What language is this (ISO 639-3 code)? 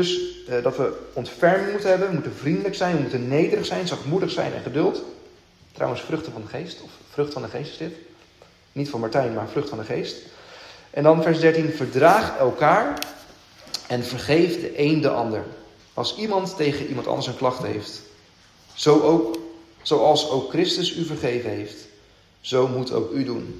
nld